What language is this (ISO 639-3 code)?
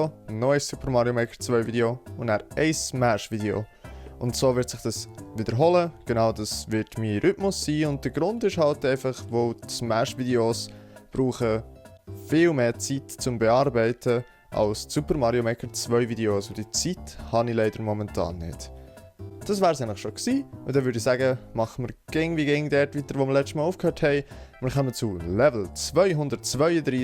gsw